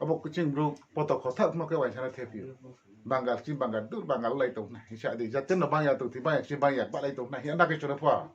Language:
Riang (India)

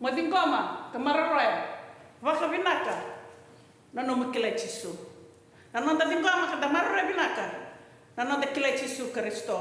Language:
Fijian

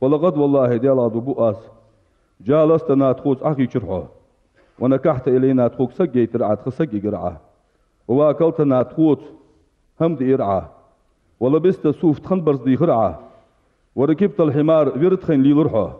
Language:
Ingush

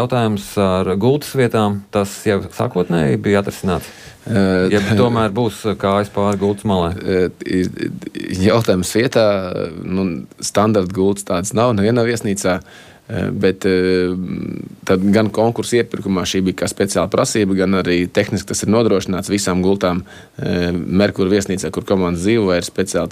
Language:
Latvian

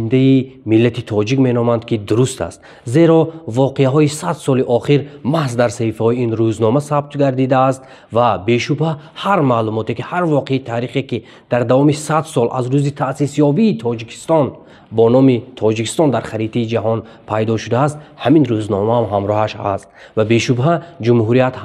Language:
Tajik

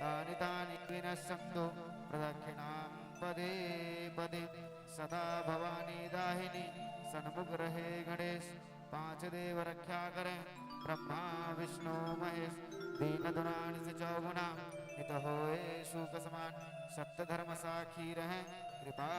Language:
Chhattisgarhi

